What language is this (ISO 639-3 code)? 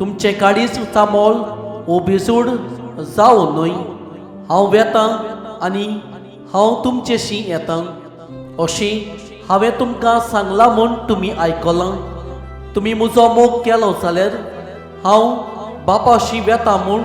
kok